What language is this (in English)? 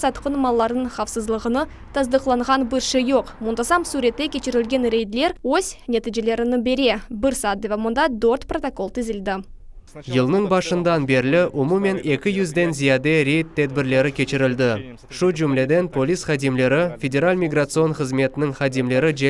Crimean Tatar